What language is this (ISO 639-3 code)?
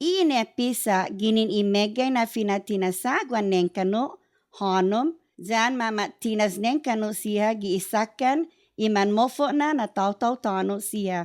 cha